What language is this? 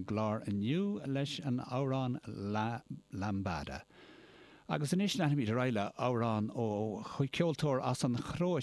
Irish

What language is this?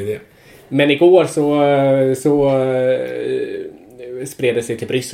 Swedish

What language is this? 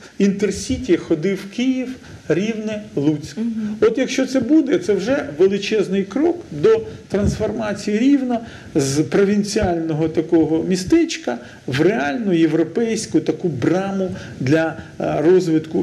Ukrainian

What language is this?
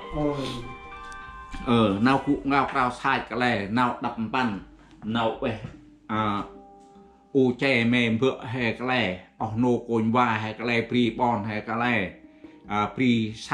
Central Mnong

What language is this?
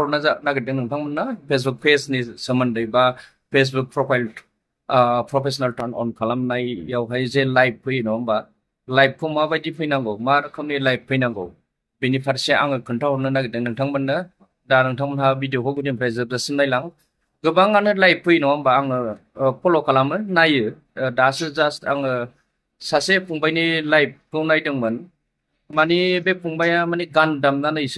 Bodo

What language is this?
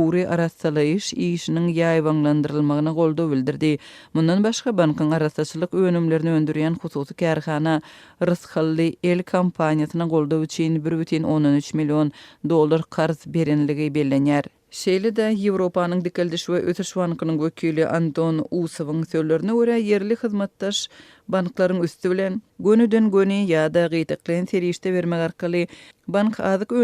Turkmen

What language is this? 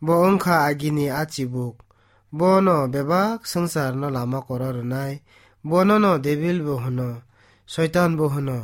Kok Borok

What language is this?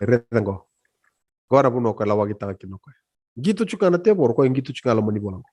Fijian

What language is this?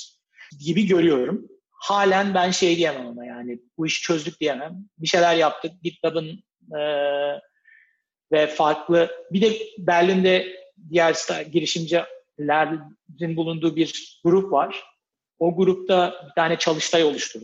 Turkish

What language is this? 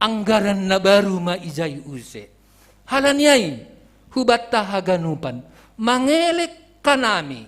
Batak Simalungun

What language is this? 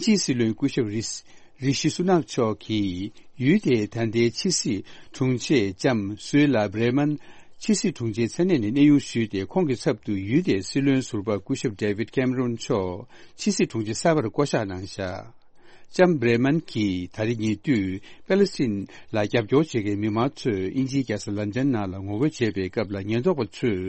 Tibetan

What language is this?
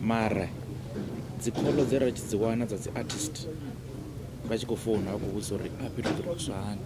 Venda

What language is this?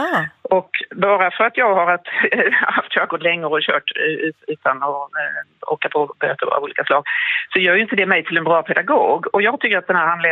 Swedish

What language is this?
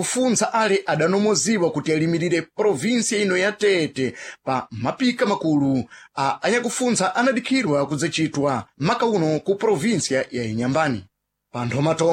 Sena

